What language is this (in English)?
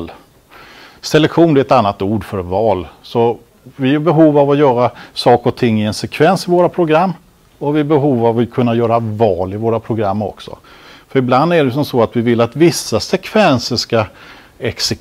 Swedish